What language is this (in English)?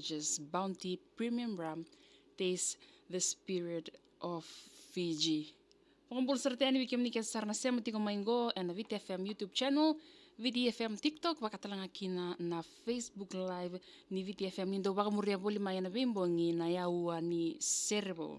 Fijian